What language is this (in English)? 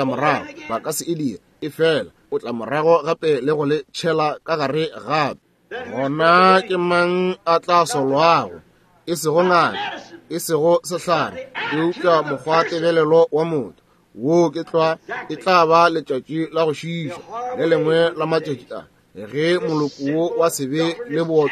Northern Sotho